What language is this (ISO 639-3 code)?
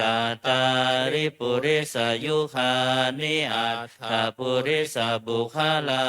pli